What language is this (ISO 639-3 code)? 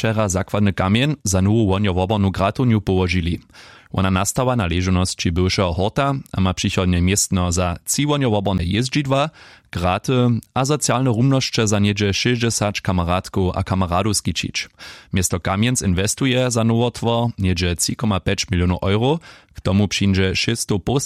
hsb